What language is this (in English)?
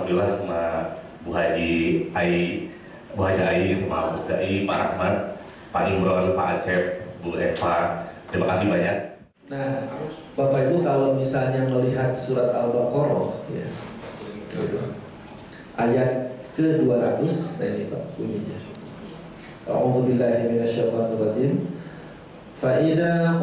Indonesian